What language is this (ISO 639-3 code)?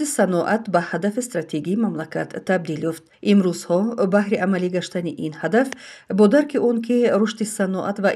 tgk